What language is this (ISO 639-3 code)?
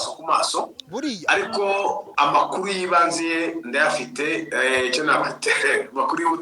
kin